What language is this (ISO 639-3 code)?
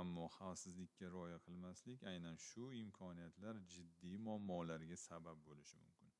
uzb